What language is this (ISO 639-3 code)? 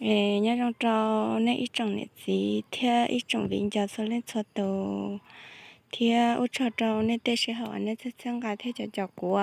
hmn